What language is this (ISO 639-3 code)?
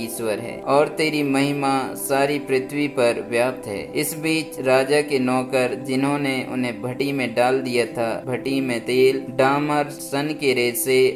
hin